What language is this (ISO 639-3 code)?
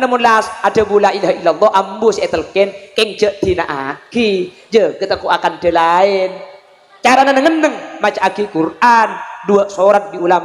mad